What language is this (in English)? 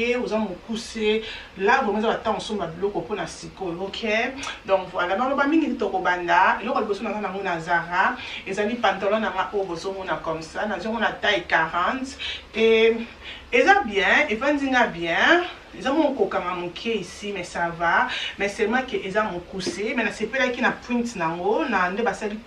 Lingala